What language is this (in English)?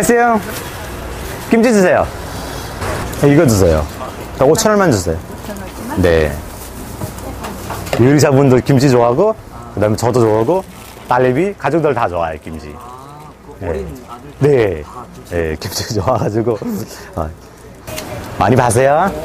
Korean